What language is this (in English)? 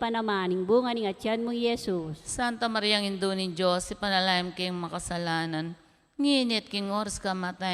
Pampanga